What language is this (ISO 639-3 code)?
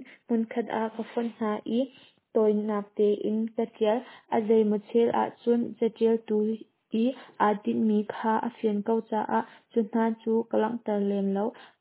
cnh